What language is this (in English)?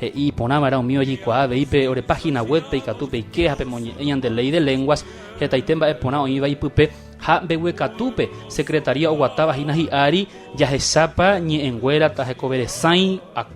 Guarani